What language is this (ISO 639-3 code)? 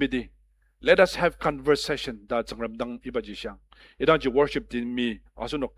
njo